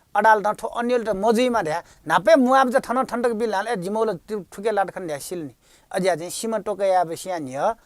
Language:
Newari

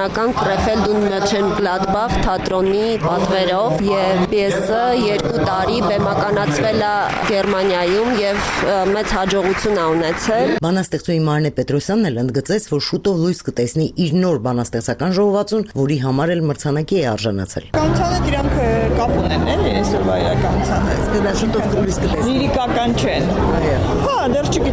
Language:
Armenian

